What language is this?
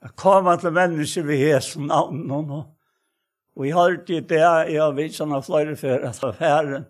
Faroese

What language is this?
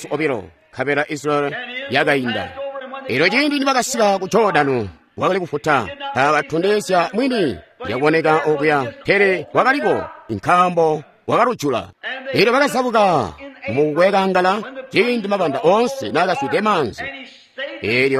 Tonga (Zambia)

